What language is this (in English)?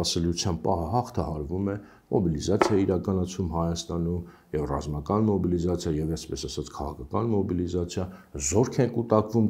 Armenian